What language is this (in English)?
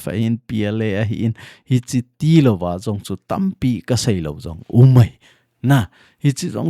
Thado Chin